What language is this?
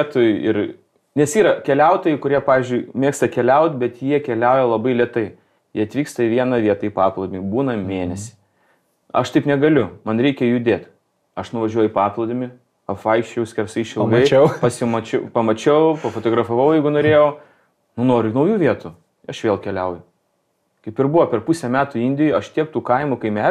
Lithuanian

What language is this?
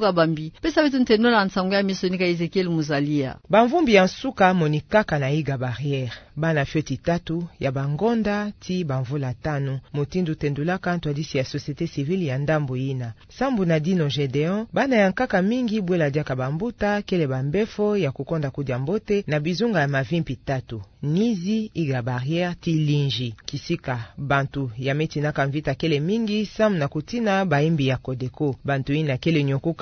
Kituba (Democratic Republic of Congo)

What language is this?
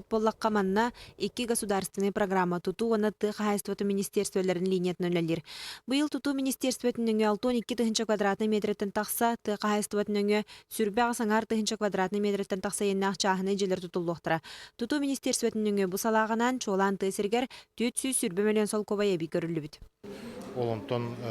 Yakut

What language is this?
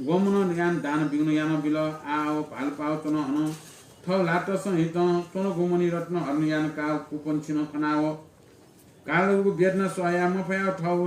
Newari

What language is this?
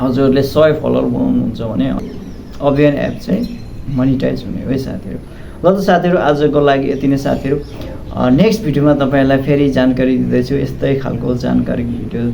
Nepali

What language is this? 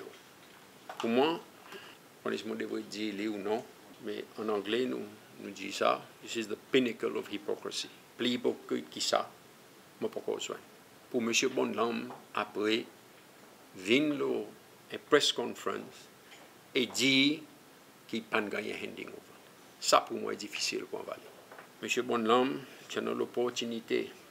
Seselwa Creole French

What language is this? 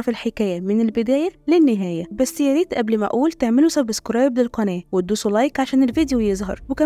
Egyptian Arabic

